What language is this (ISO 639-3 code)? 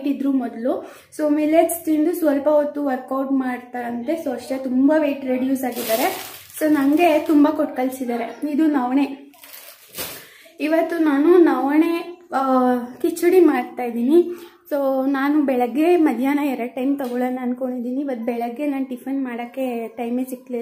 kan